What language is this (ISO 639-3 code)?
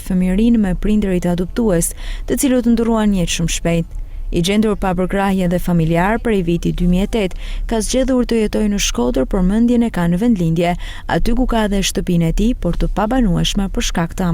sqi